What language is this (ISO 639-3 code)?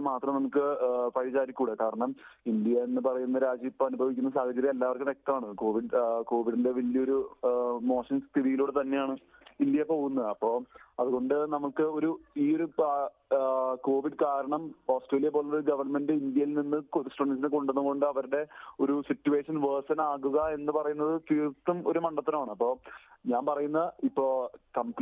mal